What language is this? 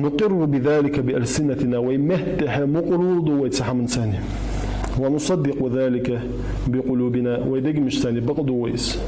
Ingush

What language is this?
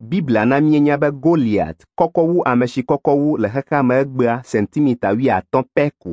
Ewe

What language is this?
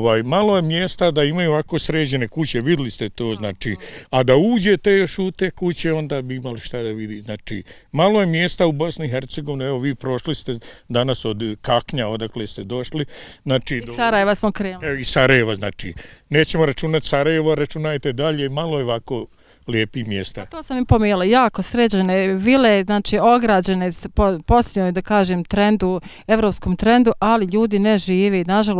Bosnian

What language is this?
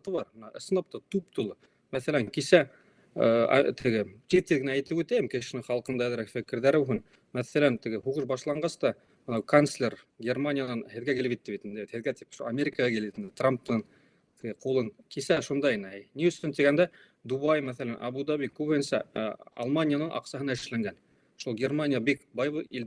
Bashkir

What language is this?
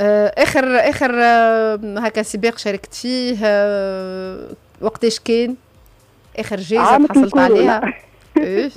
Tunisian Arabic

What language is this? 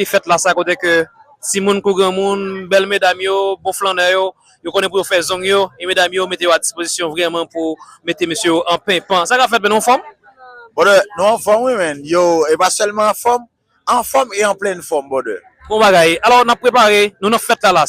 Haitian Creole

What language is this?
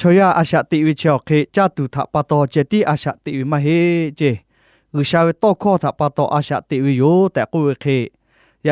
Lahu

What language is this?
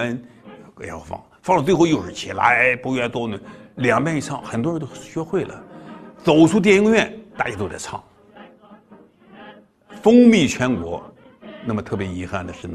Chinese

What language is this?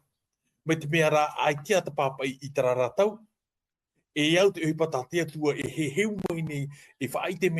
Tahitian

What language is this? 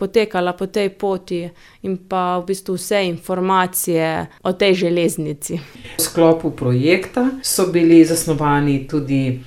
Slovenian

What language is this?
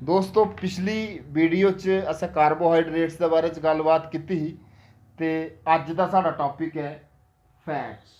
Dogri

